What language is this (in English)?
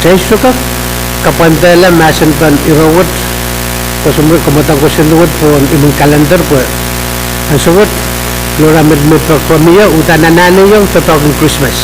Pohnpeian